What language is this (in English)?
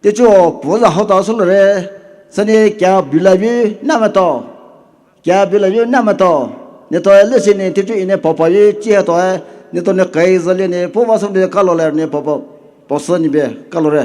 Poumei Naga